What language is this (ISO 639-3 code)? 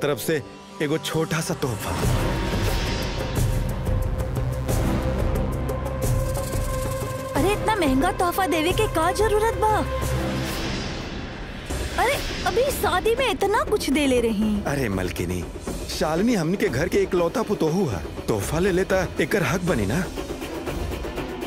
bho